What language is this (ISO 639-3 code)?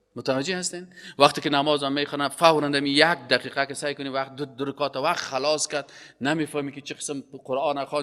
fas